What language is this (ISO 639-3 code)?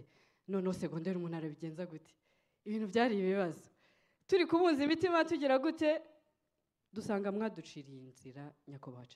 kin